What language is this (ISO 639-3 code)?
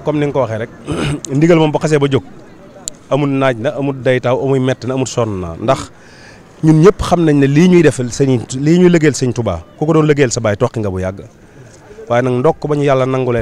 wol